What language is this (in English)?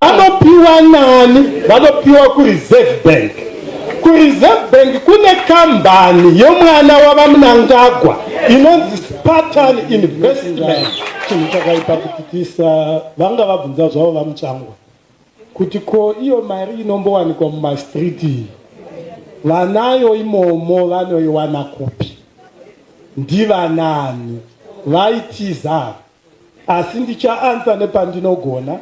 Shona